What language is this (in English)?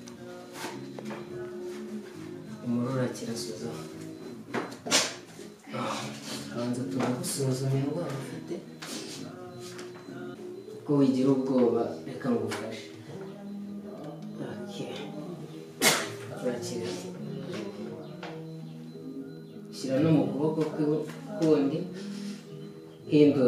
Kinyarwanda